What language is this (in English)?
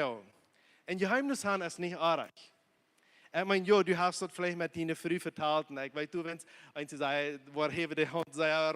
Plautdietsch